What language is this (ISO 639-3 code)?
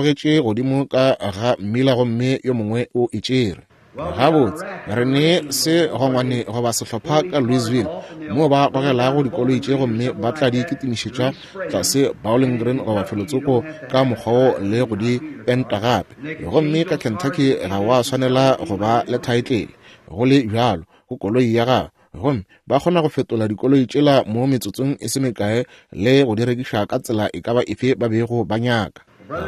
nso